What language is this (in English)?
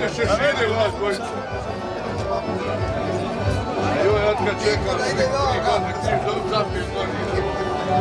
Croatian